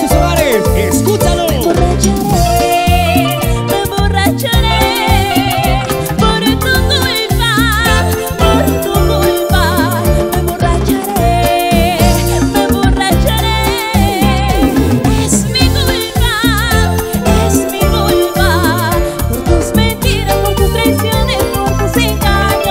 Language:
Spanish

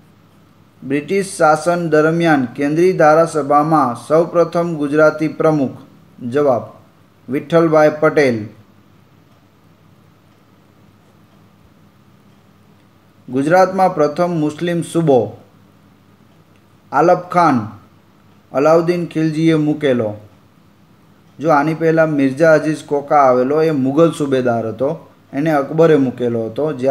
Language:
Gujarati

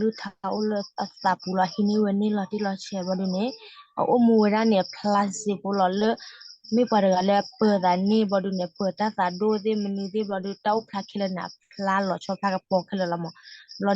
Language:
S'gaw Karen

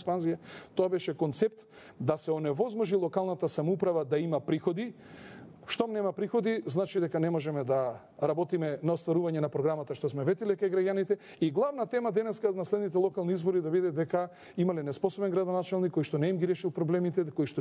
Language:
Macedonian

